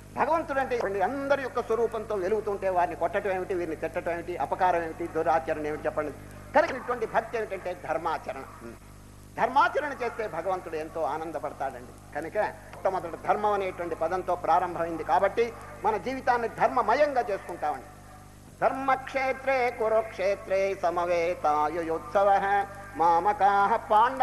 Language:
Telugu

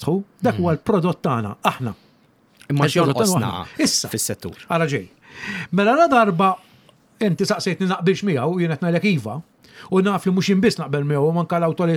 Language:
Maltese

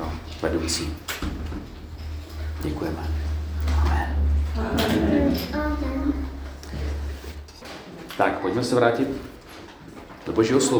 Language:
Czech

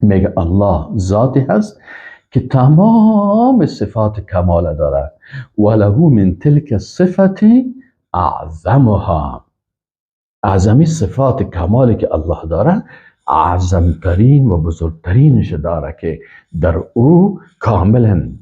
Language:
Persian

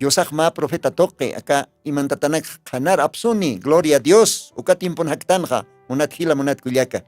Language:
Aymara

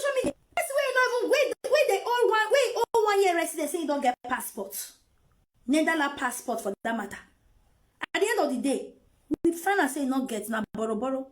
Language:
Nigerian Pidgin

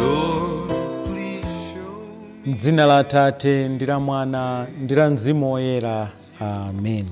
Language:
Nyanja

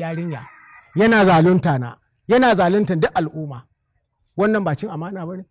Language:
Hausa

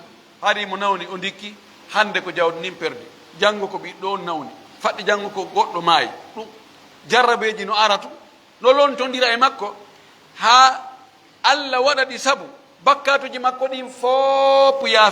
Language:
Fula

